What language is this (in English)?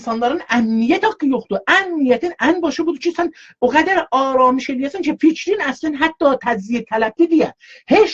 South Azerbaijani